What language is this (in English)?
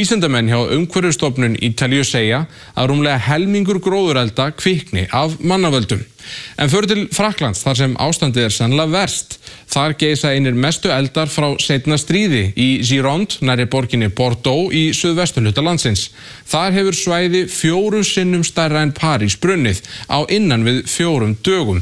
Icelandic